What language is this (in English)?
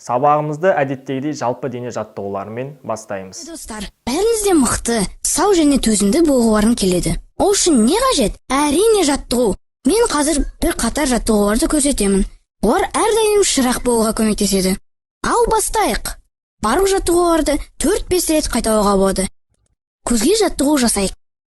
Kazakh